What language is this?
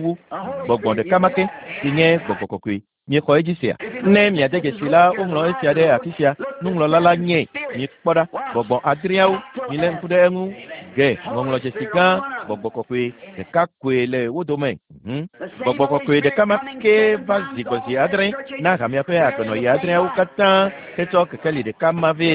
Ewe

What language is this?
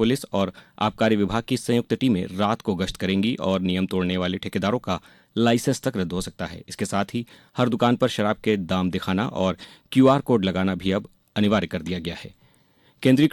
Hindi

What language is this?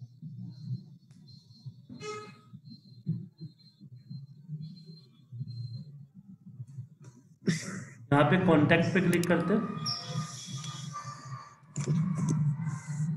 Hindi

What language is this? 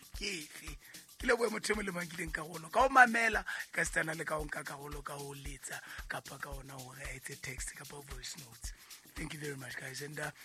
Southern Sotho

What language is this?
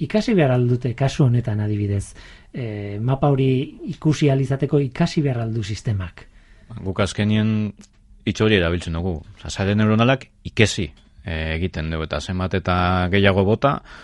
Basque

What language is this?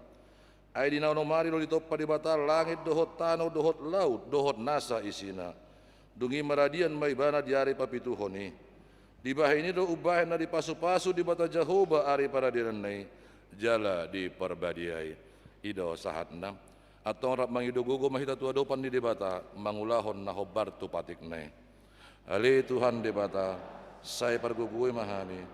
Batak Toba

